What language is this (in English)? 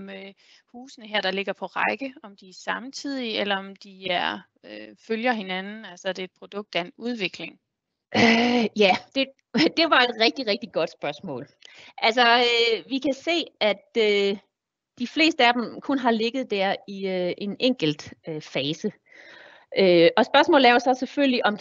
Danish